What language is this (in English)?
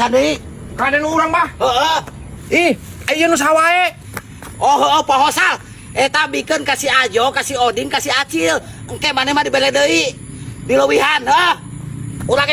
Sundanese